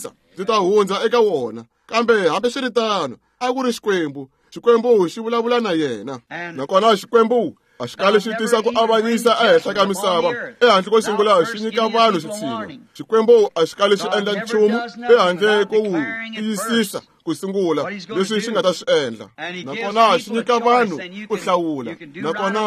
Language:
Tsonga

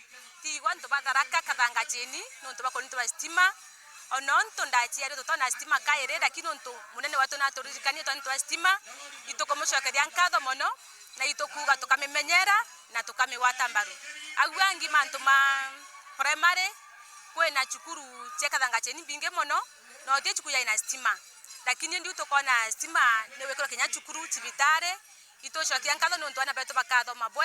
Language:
Meru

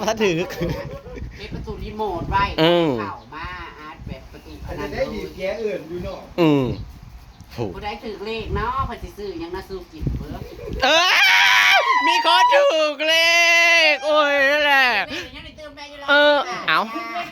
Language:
Northeastern Thai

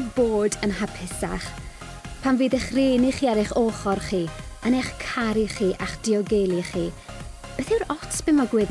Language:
Welsh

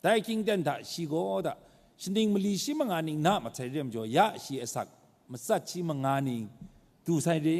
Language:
Kachin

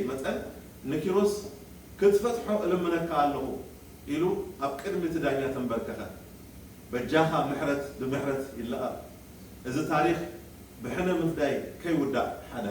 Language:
Tigrinya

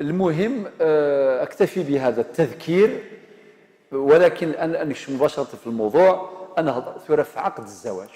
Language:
Algerian Arabic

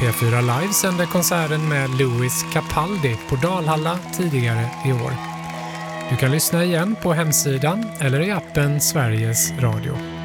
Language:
Swedish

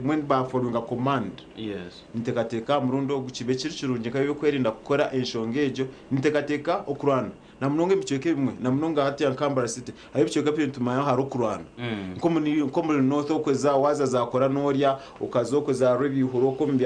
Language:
Nyankole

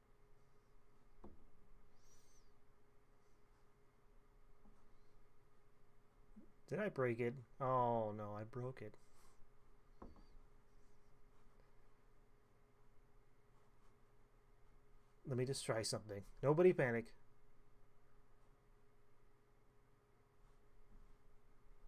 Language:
English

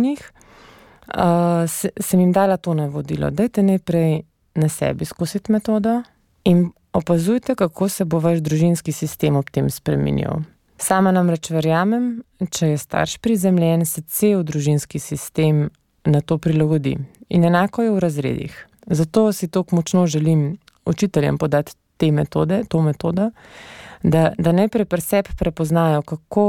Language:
Slovenian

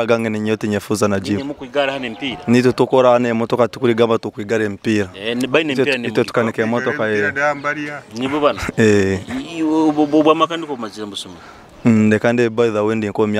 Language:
Nyoro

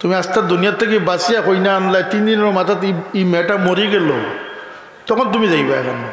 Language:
Sylheti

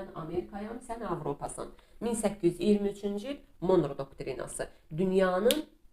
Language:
Azerbaijani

